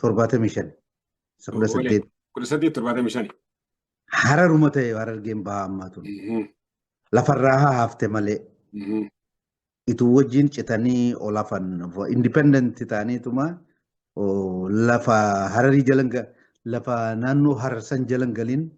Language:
Oromo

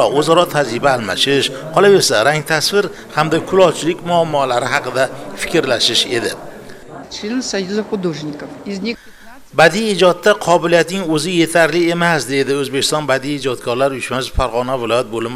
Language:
Uzbek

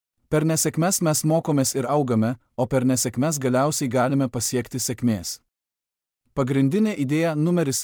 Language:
Lithuanian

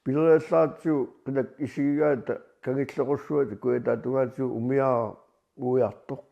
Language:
Kalaallisut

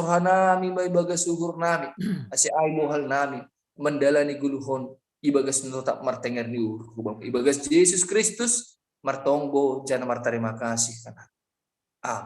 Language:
Batak Simalungun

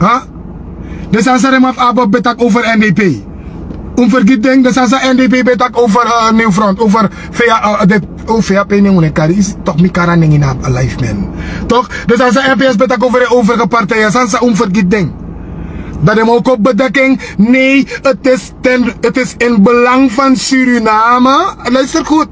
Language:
Sranan Tongo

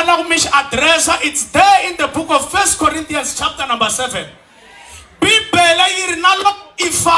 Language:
Tsonga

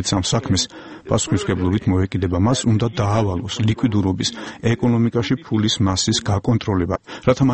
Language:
Georgian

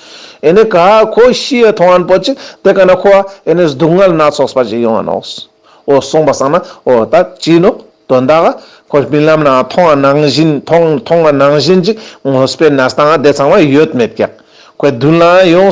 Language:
Ladakhi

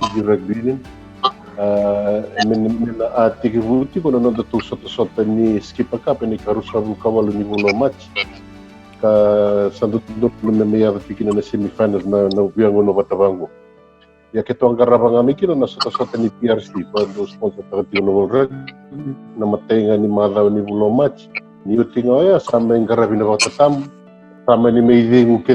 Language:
Fijian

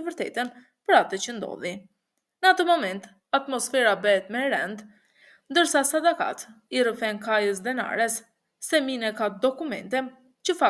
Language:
Albanian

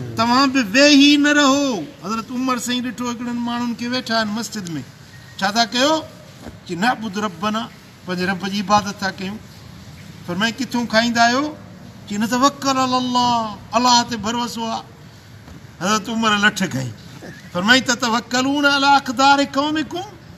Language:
Sindhi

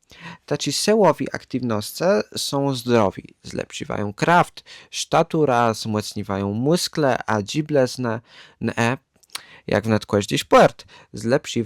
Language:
Kashubian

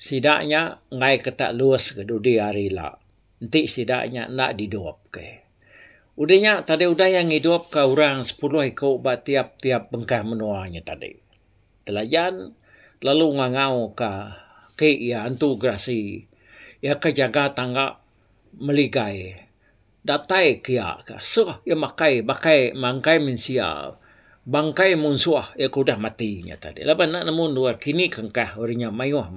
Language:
Iban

